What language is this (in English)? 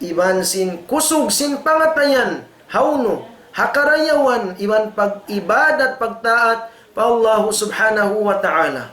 Tausug